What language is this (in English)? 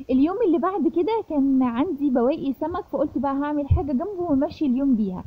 Egyptian Arabic